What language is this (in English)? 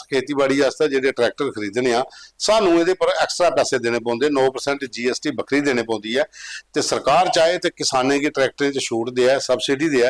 Dogri